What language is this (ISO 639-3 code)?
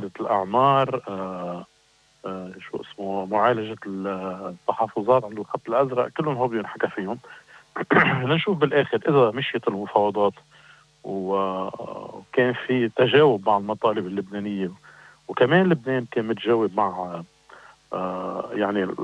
apc